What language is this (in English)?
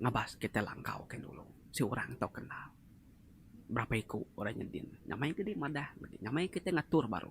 Iban